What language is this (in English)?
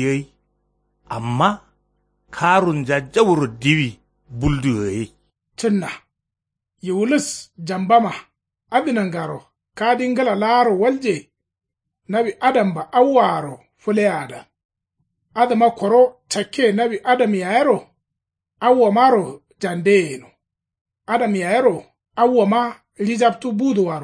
Kanuri